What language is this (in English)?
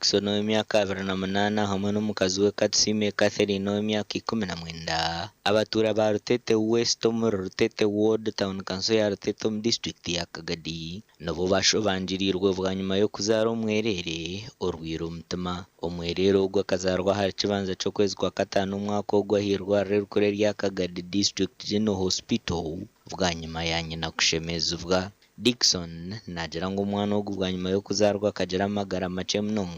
Nyankole